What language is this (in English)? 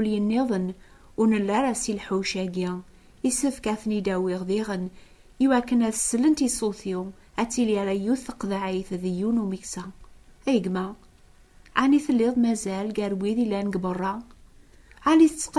Kabyle